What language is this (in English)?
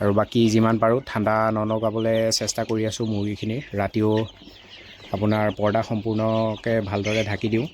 Assamese